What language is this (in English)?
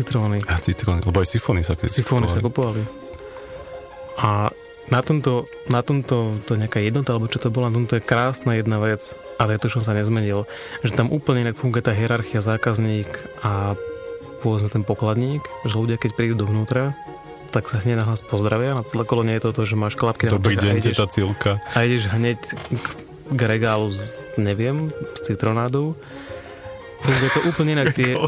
Slovak